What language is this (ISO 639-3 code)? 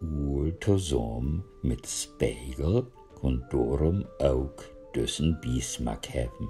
nds